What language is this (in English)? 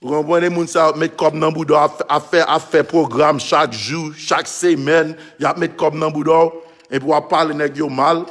Haitian Creole